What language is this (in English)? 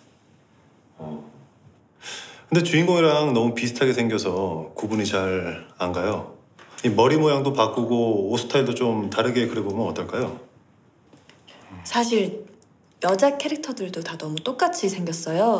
Korean